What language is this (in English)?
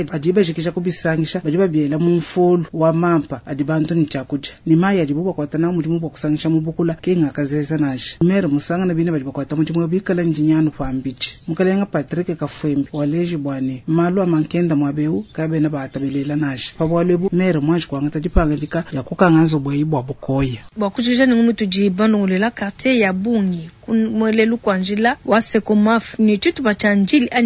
Luba-Lulua